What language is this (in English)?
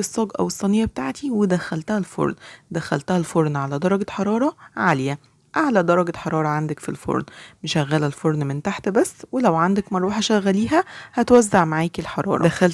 Egyptian Arabic